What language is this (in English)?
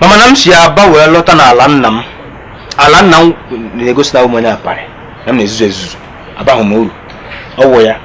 Igbo